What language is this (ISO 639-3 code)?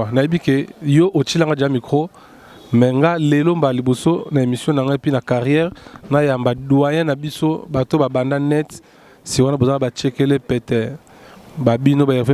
lin